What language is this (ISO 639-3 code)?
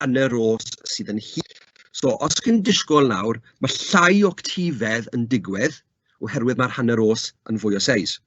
cym